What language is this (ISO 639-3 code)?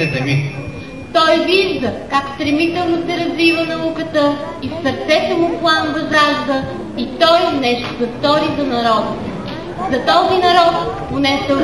bul